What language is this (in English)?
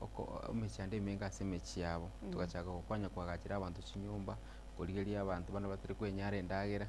Gusii